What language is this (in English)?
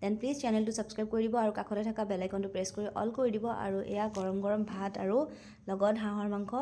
Assamese